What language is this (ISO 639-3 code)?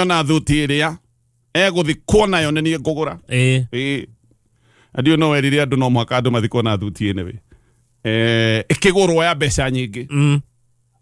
kik